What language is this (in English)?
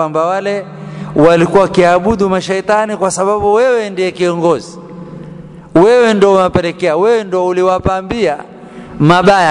Swahili